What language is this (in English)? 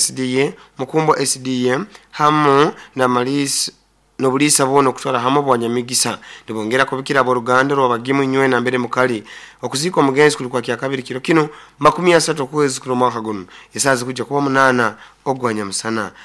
Nyoro